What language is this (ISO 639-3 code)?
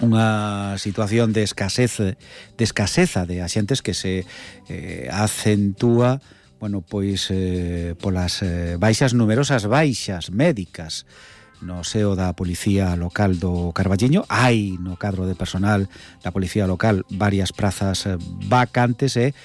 glg